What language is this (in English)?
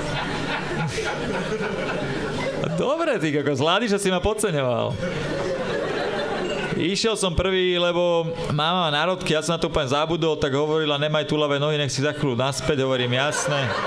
Slovak